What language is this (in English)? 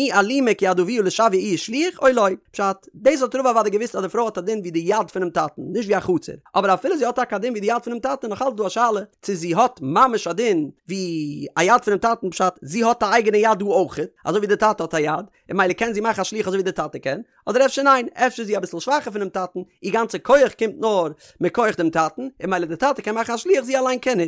Yiddish